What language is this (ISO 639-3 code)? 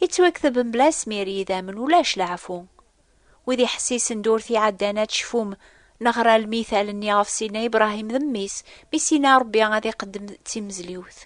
kab